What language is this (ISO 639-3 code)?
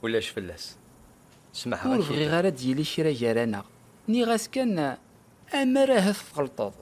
kab